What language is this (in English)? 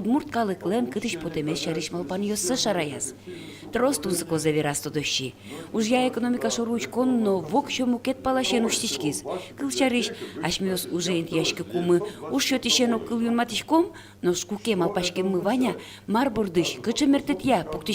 Udmurt